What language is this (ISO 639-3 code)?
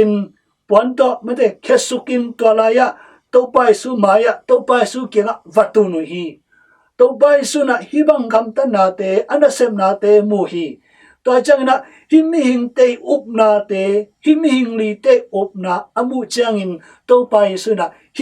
ctd